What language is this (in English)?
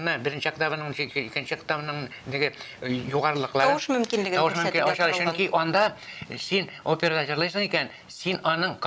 Tatar